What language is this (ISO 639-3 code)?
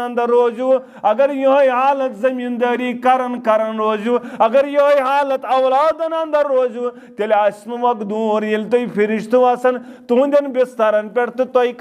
kas